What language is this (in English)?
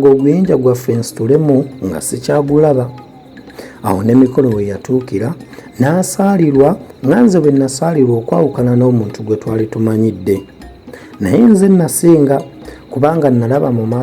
Ganda